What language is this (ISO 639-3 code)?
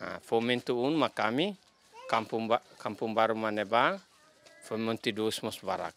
tet